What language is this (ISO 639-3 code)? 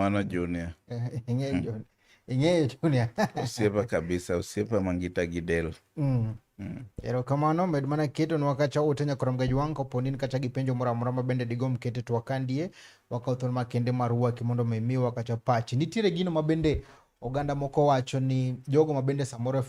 luo